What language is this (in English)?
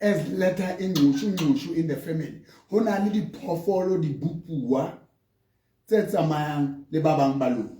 Southern Sotho